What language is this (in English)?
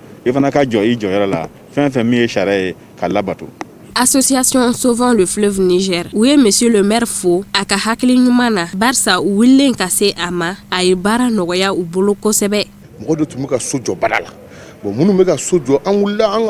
Bambara